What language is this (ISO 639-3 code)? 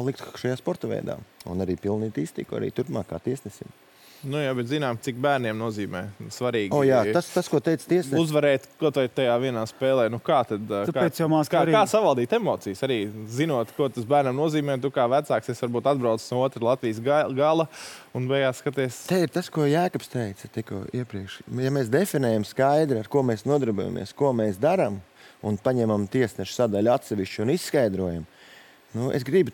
lav